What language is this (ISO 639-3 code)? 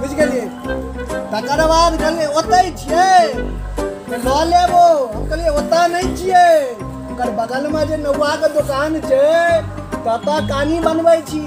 mai